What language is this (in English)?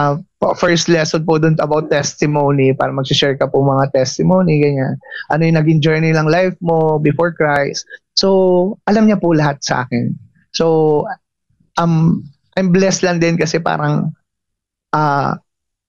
Filipino